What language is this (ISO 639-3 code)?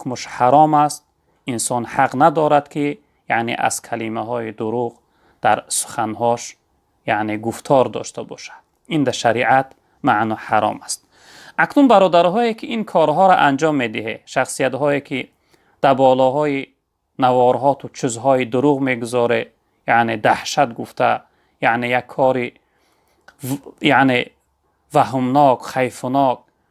tgk